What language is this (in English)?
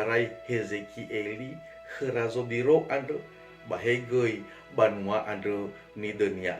Nias